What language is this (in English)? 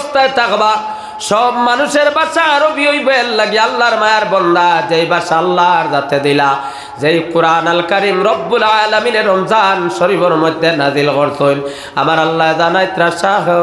Sylheti